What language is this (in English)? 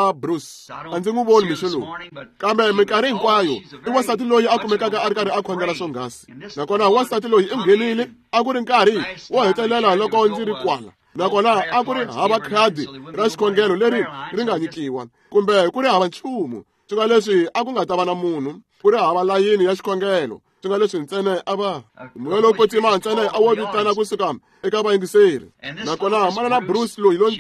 Tsonga